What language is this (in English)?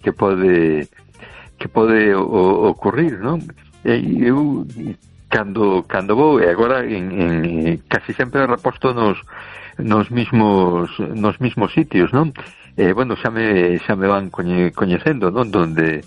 Galician